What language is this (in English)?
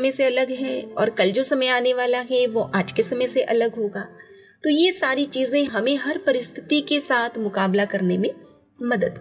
Hindi